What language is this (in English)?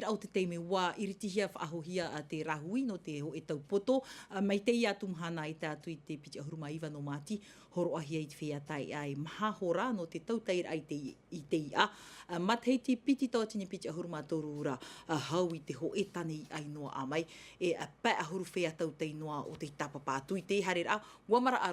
Tahitian